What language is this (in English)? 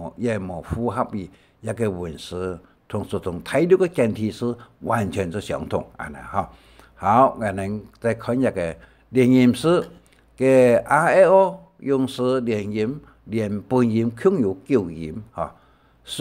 Hakka Chinese